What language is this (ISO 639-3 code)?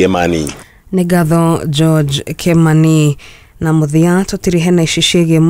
kik